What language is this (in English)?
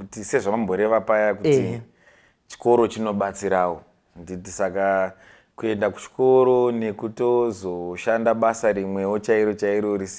Shona